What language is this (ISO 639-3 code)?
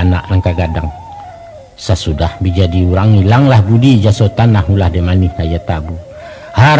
min